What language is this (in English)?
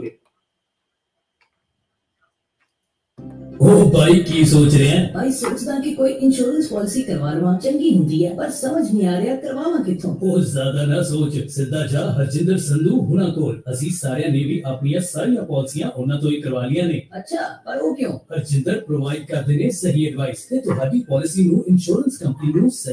Punjabi